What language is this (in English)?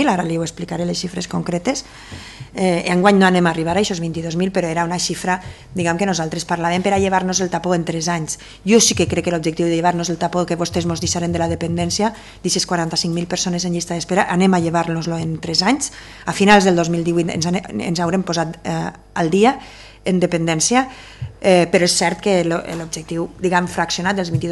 Catalan